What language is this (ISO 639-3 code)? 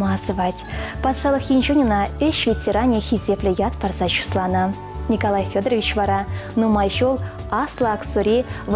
chv